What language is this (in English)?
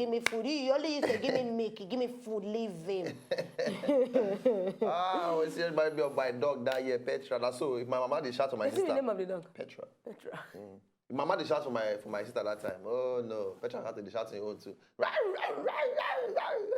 Nigerian Pidgin